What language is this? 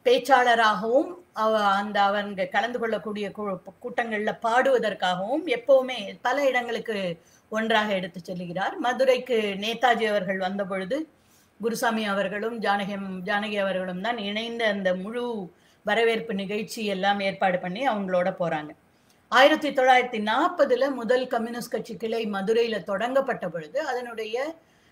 Tamil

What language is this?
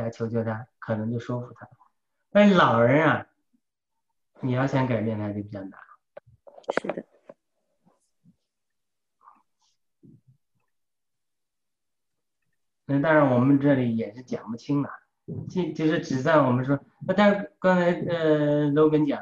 Chinese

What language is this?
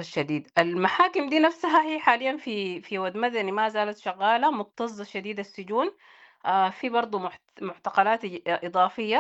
Sudanese Arabic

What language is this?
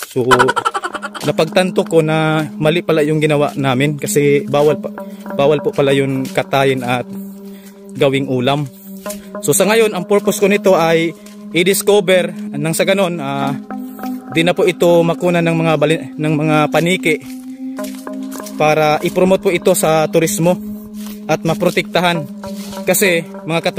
Filipino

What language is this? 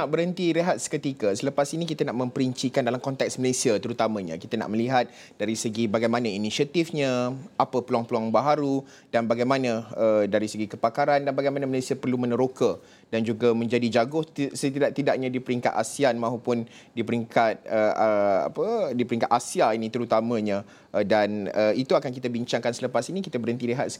Malay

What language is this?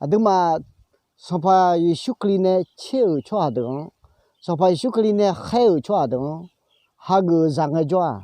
Akha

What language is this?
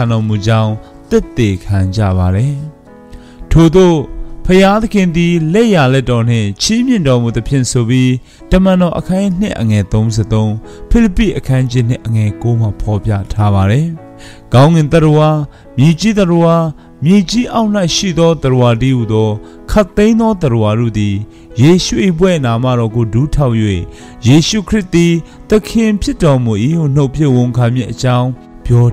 Burmese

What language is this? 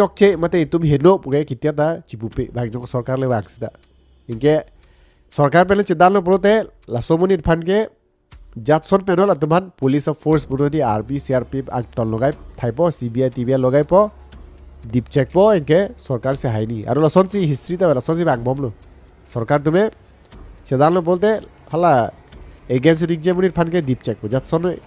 Karbi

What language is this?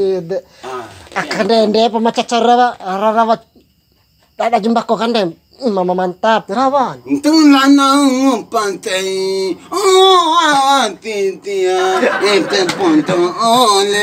Bima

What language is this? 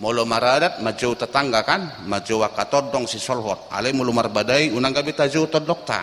Batak Toba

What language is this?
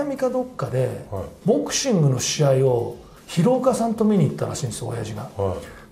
Japanese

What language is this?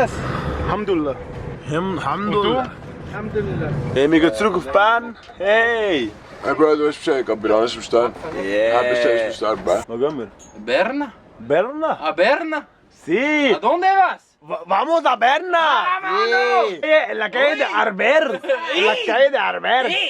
Swiss German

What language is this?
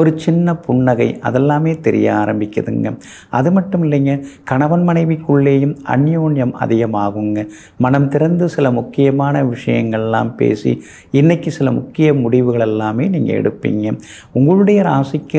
Tamil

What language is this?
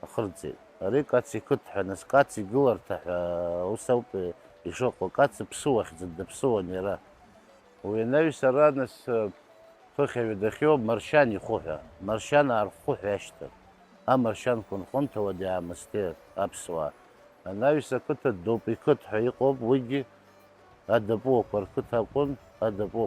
Abkhazian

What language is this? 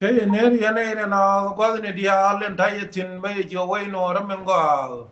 Nuer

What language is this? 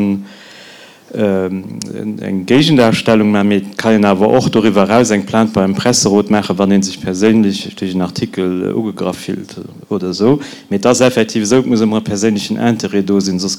Luxembourgish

